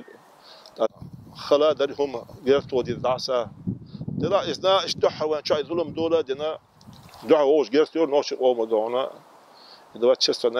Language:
Chechen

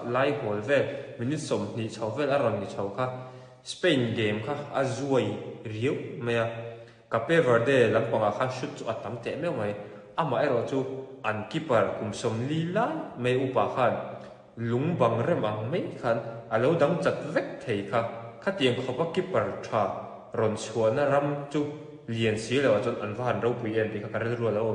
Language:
Mizo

